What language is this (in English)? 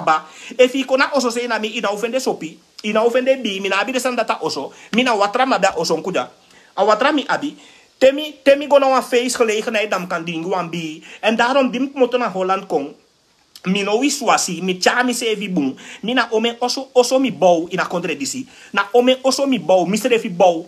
Sranan Tongo